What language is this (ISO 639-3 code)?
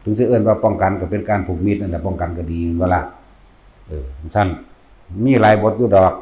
lao